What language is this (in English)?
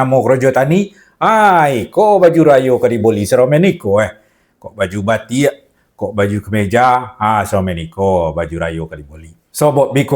Minangkabau